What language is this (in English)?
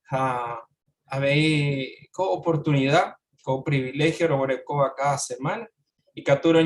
Guarani